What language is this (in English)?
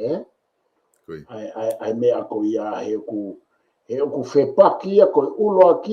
Tongan